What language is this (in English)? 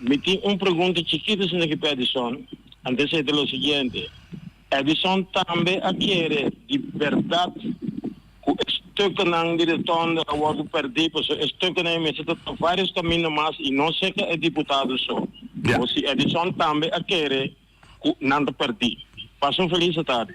Papiamento